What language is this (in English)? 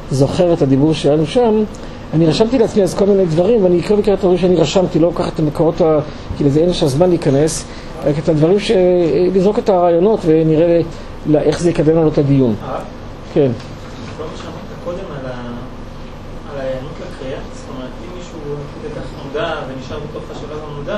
Hebrew